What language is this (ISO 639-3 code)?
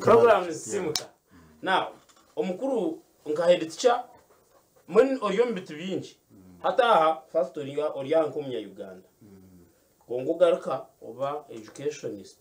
nyn